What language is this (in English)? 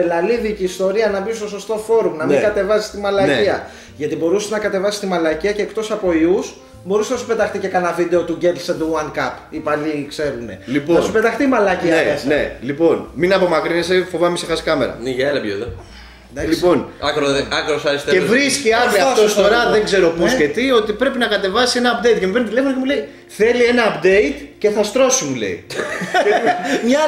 Greek